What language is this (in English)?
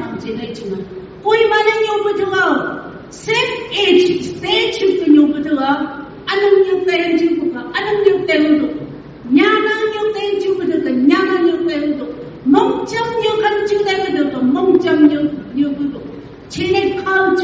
Phom Naga